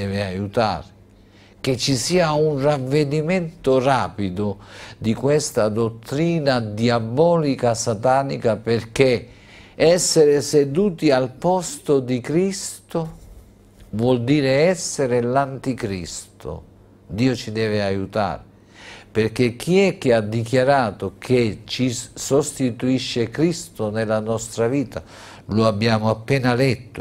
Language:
Italian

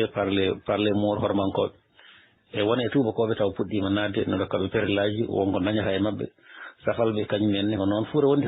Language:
Fula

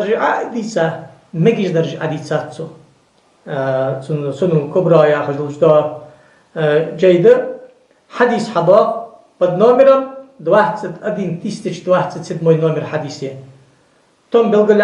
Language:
Ingush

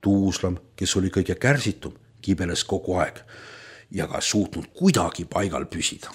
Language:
Estonian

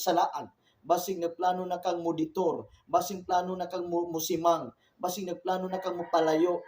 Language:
Cebuano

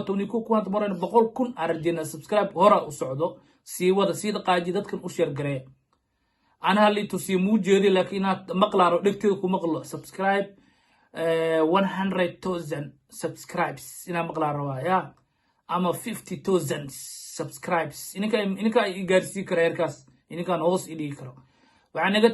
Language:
Somali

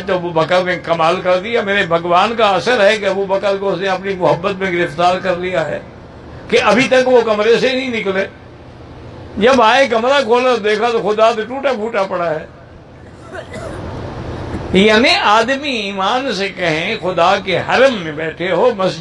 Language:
Urdu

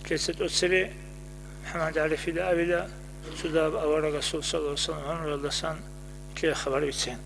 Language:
Avaric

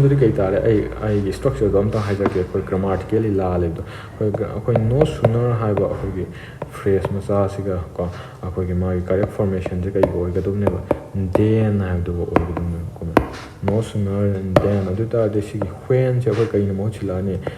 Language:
Manipuri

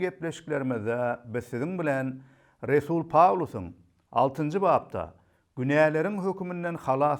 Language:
Turkmen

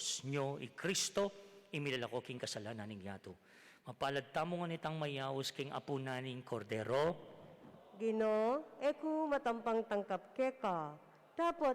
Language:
Pampanga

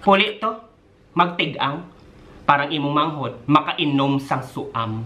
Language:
Hiligaynon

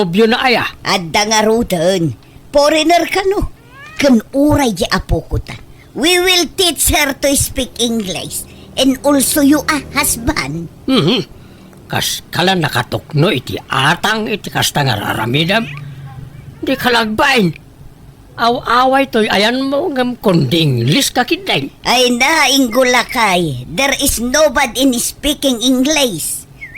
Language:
Iloko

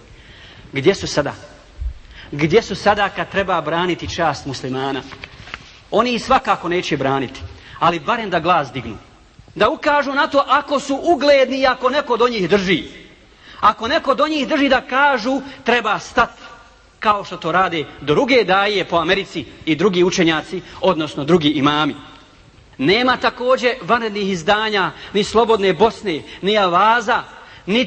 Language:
Bosnian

